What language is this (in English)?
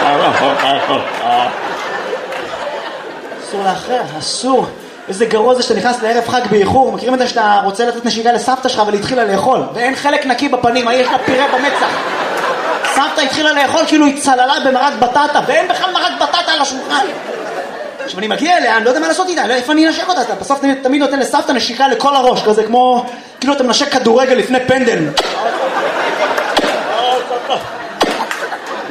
Hebrew